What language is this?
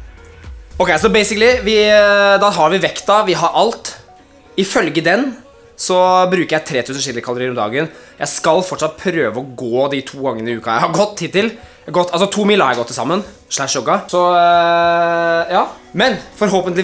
Norwegian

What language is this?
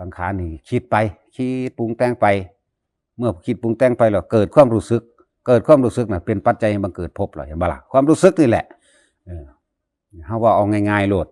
Northeastern Thai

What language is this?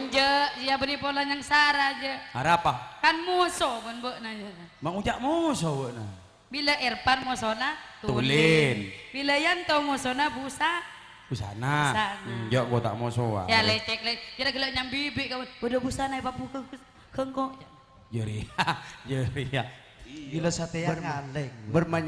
Madurese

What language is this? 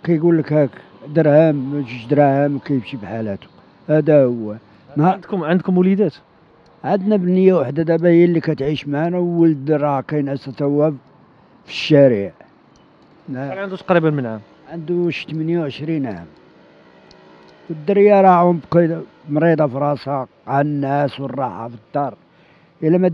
Moroccan Arabic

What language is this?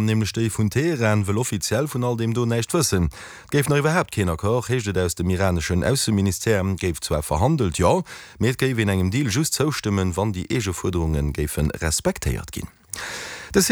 Luxembourgish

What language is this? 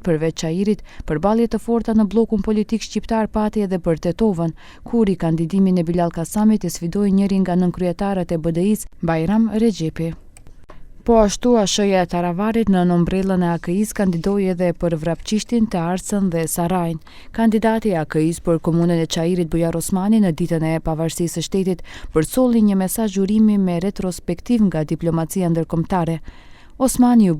Albanian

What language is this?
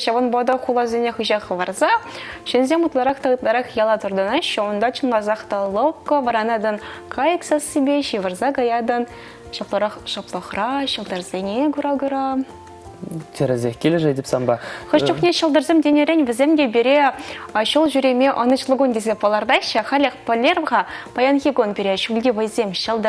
Chuvash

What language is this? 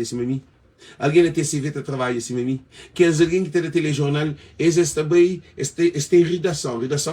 Kabuverdianu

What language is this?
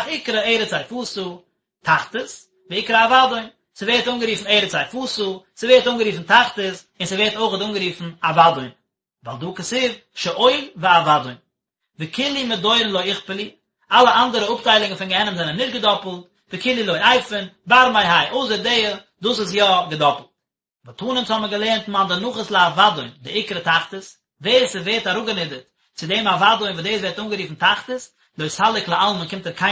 Yiddish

